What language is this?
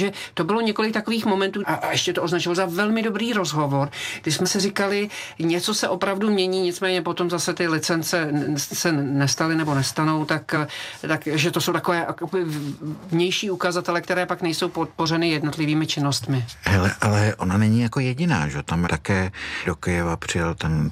Czech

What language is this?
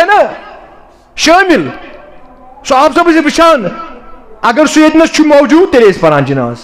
Kashmiri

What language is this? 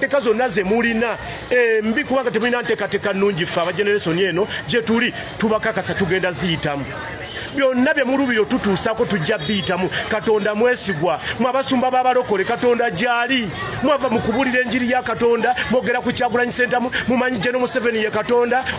Ganda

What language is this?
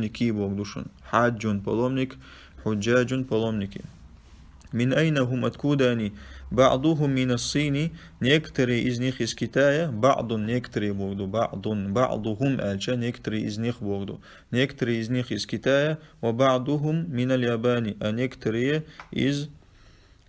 Chechen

